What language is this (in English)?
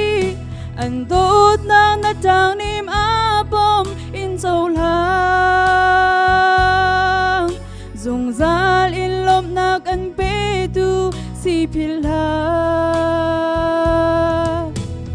Hakha Chin